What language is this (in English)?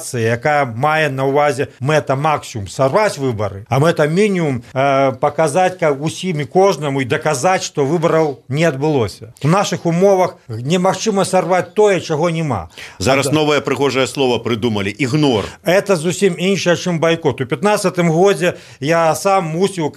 Belarusian